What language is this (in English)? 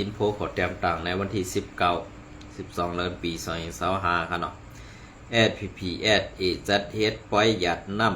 Shan